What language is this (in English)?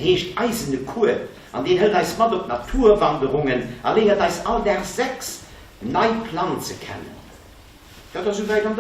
Luxembourgish